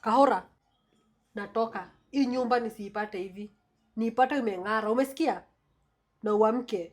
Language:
Swahili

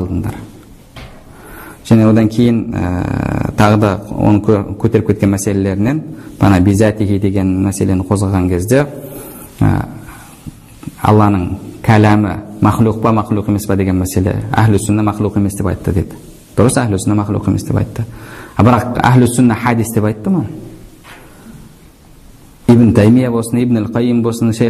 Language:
Kazakh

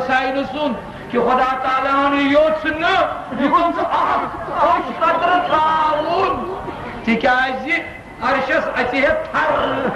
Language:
Kashmiri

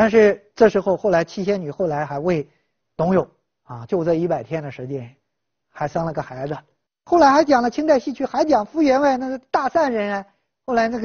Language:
Chinese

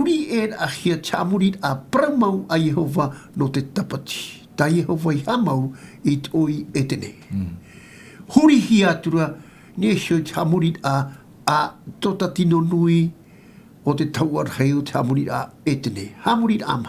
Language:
Tahitian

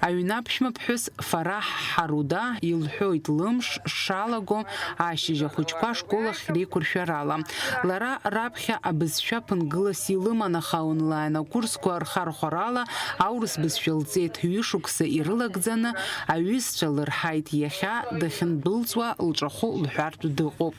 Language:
Abkhazian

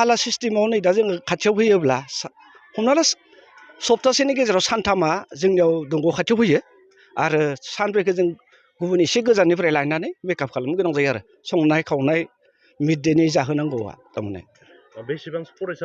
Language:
Bodo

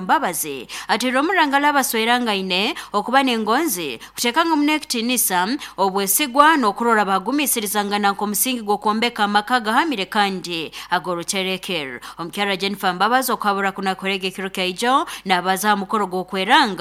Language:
Nyankole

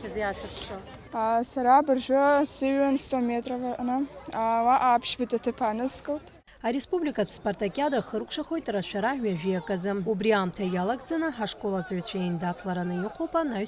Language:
Abkhazian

